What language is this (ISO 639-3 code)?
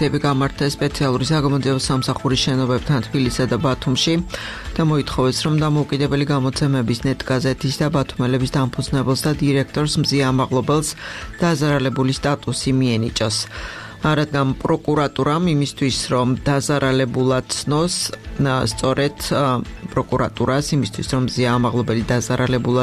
kat